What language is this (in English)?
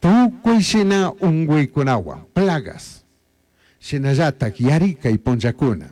Chimborazo Highland Quichua